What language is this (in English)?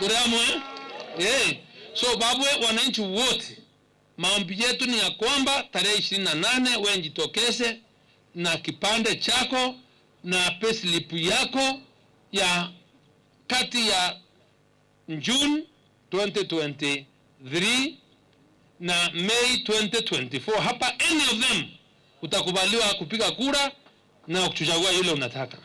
Meru